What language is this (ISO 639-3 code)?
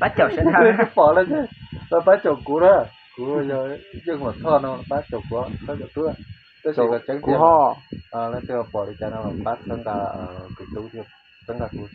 hmn